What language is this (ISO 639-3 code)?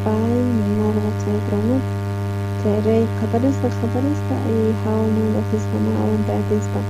quh